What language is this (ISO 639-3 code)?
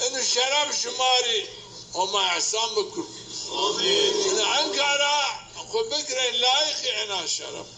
zza